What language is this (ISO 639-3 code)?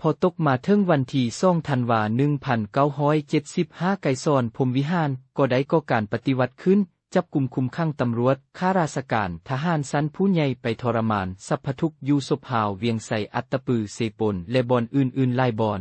lao